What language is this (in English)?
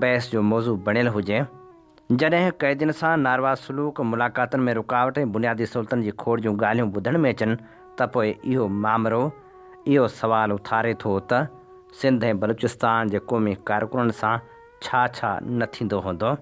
Sindhi